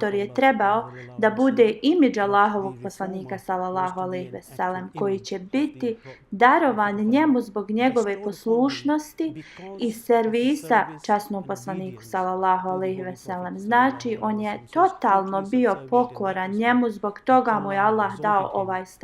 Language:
Bosnian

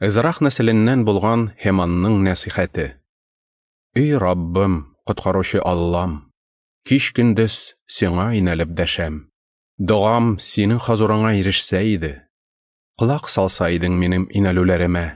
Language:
Tatar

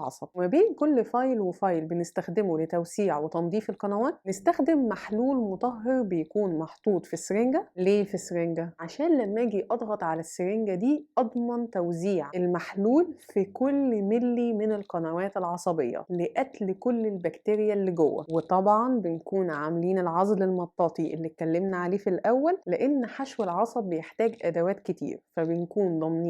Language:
Egyptian Arabic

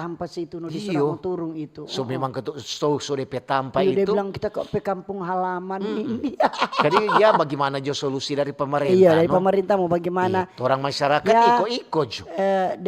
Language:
Manado Malay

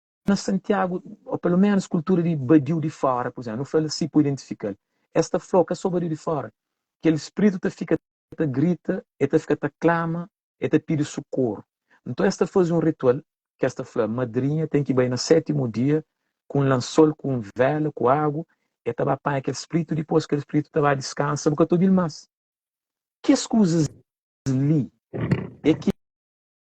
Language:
Kabuverdianu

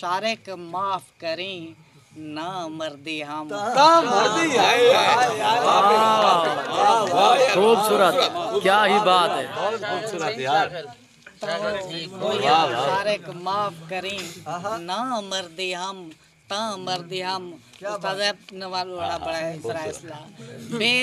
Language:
Saraiki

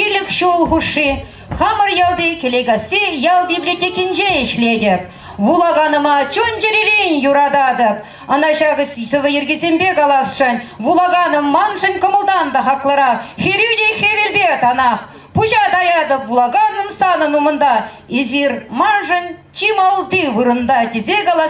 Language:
Chuvash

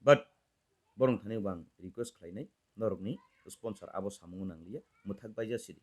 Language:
Kok Borok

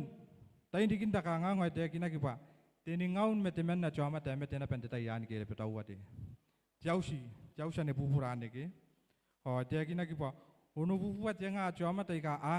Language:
Gilbertese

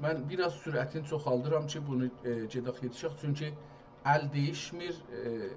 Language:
South Azerbaijani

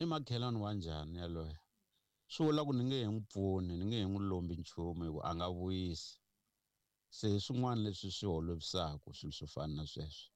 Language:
Tsonga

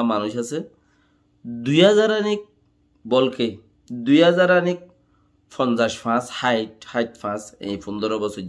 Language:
Rohingya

